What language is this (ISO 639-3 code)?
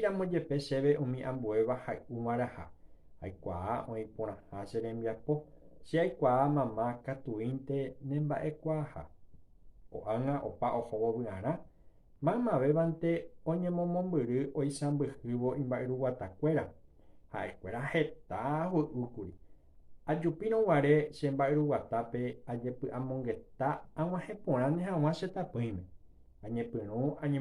grn